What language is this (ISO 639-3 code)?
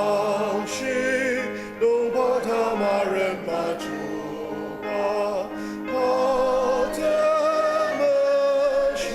njo